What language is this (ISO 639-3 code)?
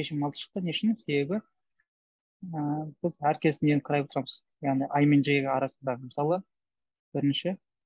kaz